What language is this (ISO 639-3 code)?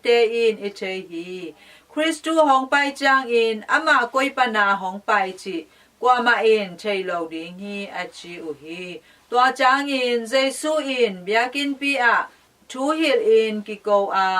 ctd